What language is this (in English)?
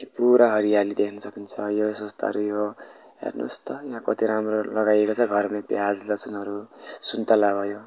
Nepali